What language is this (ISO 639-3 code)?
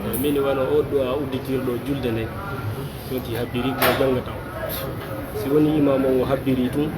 fuf